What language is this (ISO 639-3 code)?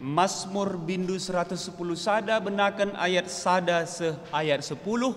btx